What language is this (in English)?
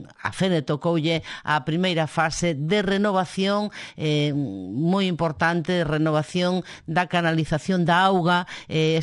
Galician